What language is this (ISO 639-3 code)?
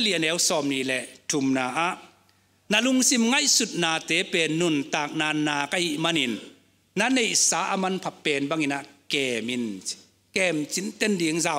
ctd